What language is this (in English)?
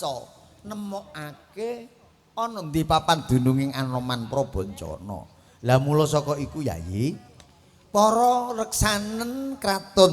Javanese